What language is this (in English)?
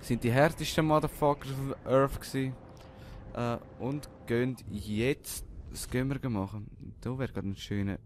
Swiss German